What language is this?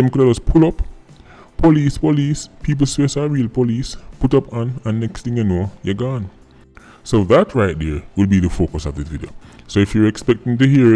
Jamaican Creole English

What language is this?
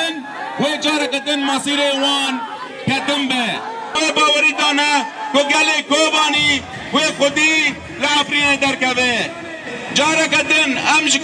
Kurdish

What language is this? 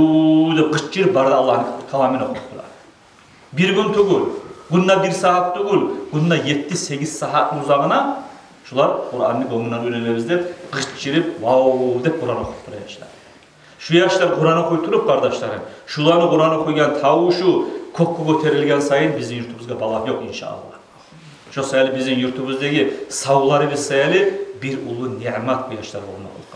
Kumyk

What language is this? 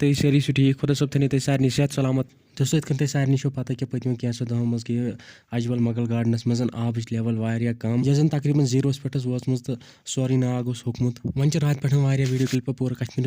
Kashmiri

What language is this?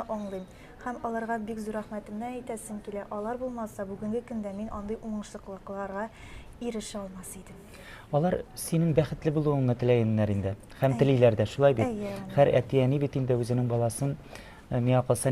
Tatar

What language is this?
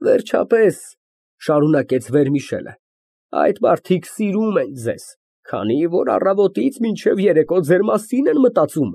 Armenian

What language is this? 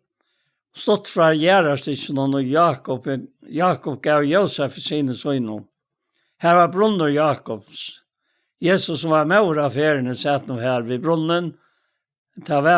Faroese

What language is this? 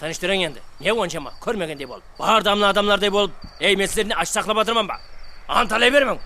Kara-Kalpak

